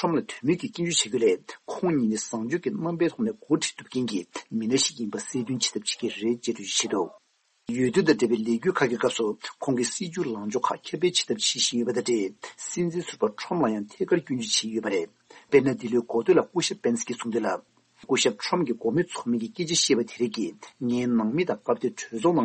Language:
Tibetan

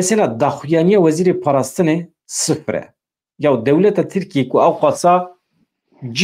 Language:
Kurdish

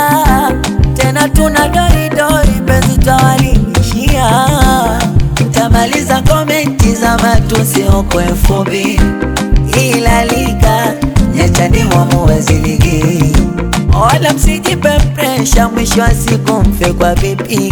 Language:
Swahili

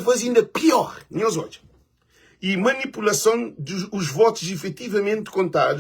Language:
Kabuverdianu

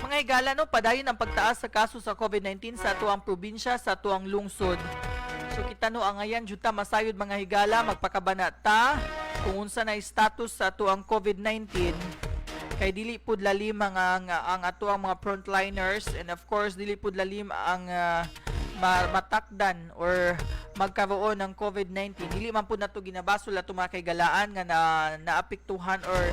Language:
Cebuano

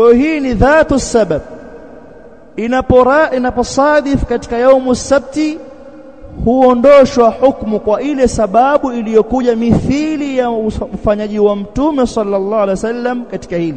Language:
Swahili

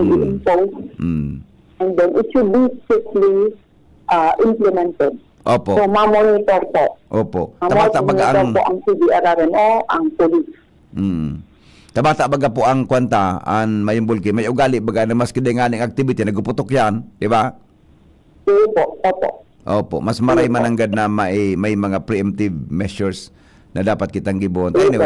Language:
Bikol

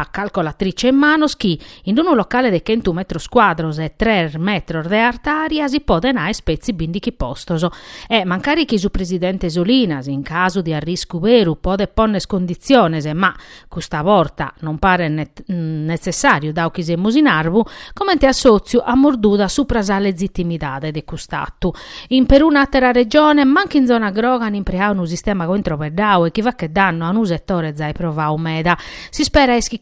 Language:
Sardinian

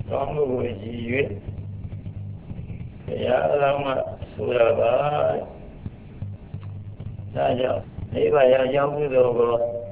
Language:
Burmese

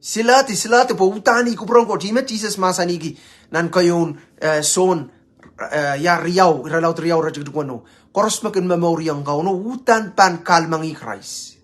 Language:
Pohnpeian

